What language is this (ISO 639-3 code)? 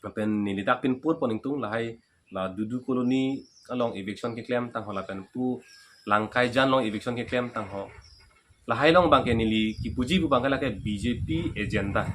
mjw